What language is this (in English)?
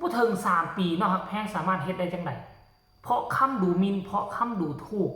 Northeastern Thai